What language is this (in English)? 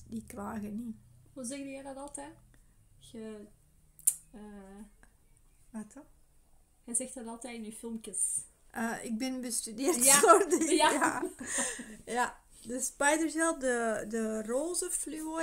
Dutch